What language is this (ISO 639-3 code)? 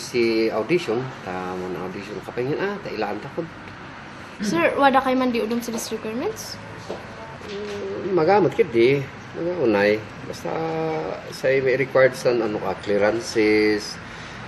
kne